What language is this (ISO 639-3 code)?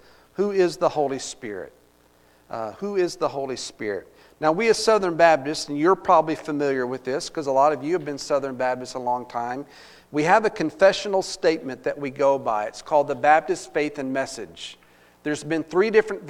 eng